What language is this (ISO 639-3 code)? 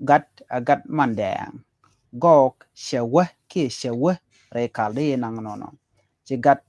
nus